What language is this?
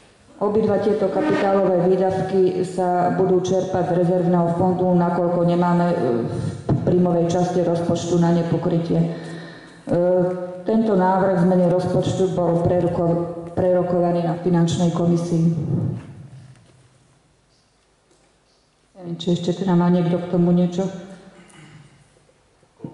Slovak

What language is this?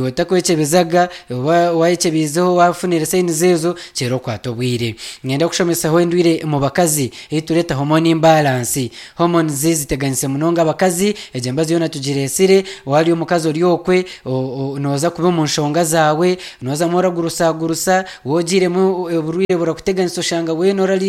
Nyankole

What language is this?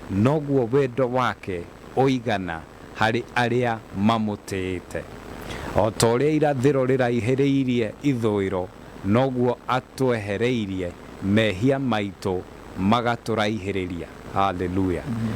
Kikuyu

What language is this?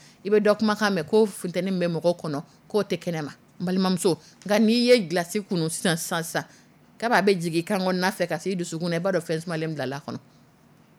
Dyula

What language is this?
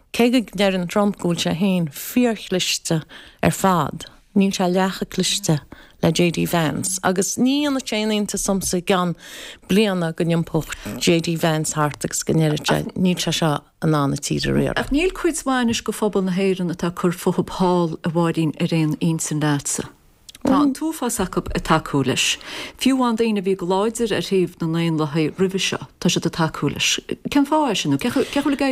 Irish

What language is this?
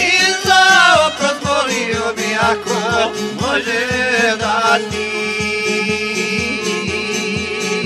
Croatian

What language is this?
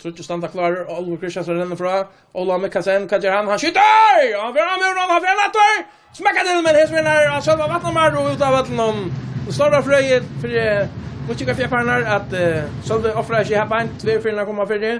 Faroese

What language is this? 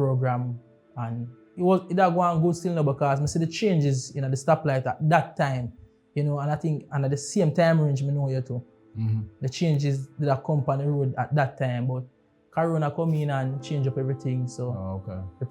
Jamaican Creole English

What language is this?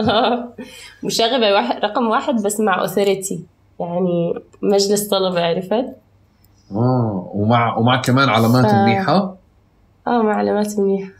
North Levantine Arabic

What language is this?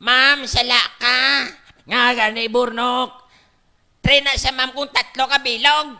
Hiligaynon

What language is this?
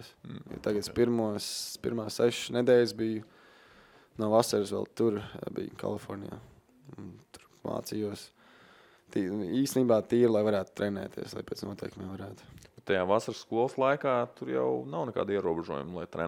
Latvian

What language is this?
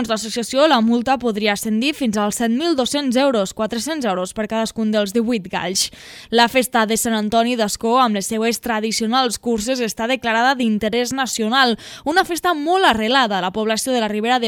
Catalan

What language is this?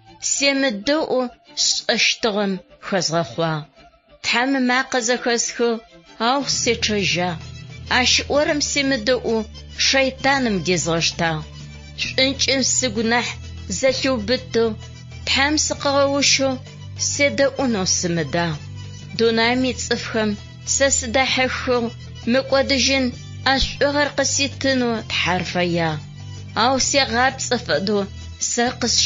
Adyghe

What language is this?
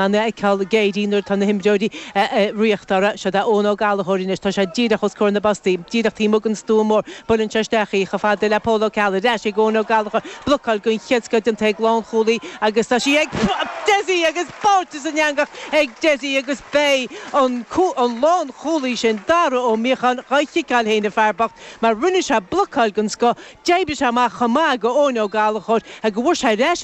Irish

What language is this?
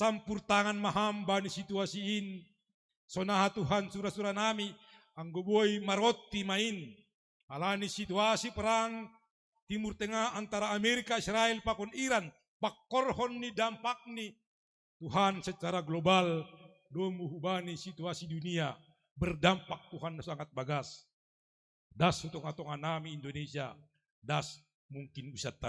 Batak Simalungun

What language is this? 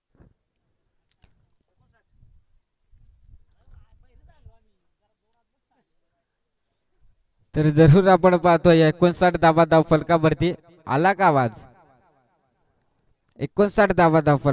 Marathi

